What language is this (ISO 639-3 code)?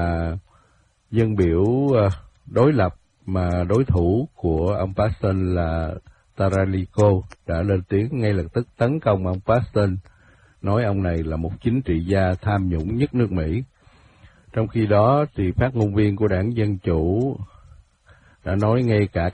vie